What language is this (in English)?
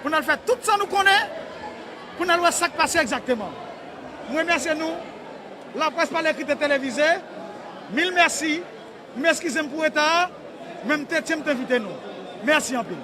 Haitian Creole